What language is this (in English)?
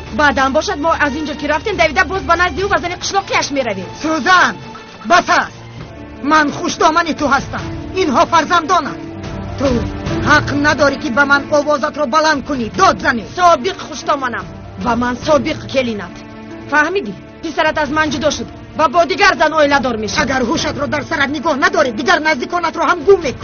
Tajik